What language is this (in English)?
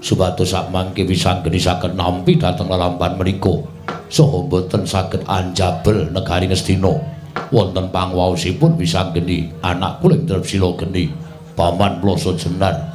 Javanese